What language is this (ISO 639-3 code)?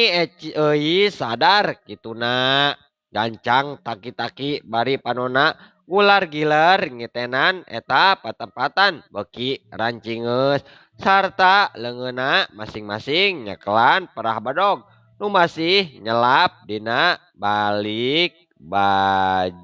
sun